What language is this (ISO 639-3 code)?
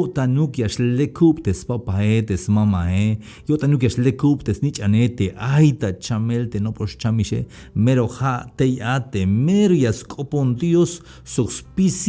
tzh